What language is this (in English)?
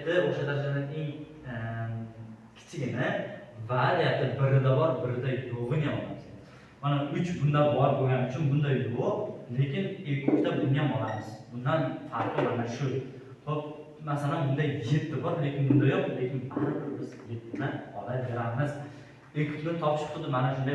Uzbek